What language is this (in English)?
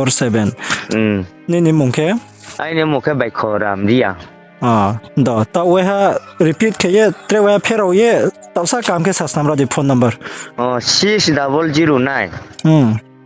Riang (India)